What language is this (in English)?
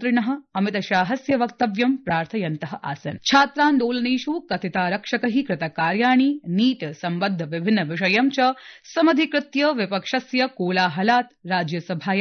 Sanskrit